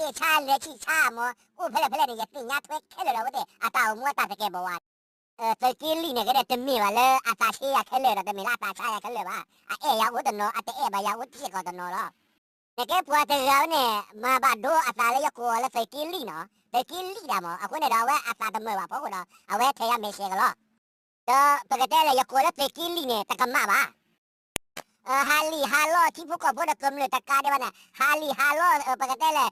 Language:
S'gaw Karen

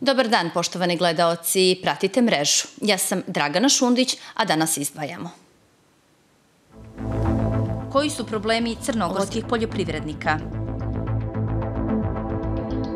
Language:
Serbian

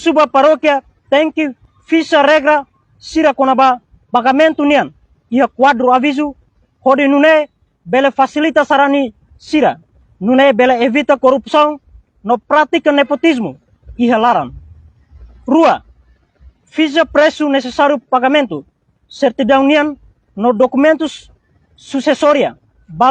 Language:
Tetum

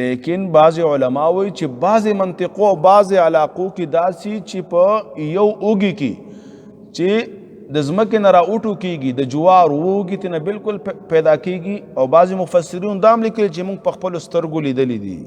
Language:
Pashto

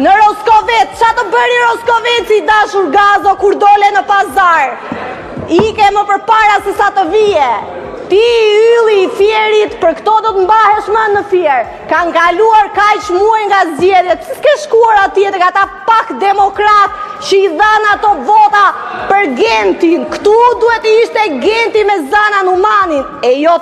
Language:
Albanian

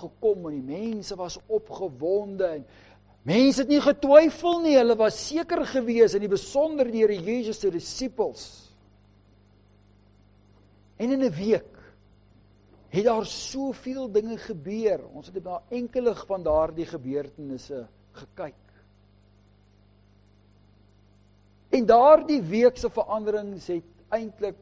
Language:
Afrikaans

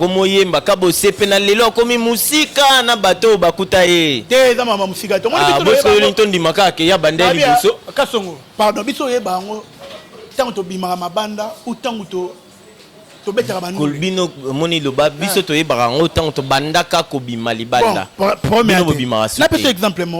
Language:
Lingala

